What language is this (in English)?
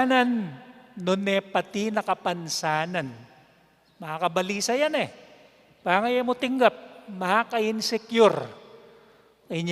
Pampanga